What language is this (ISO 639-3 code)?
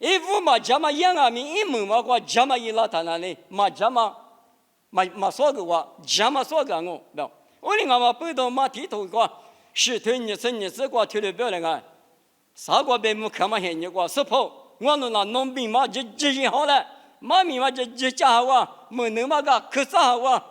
lis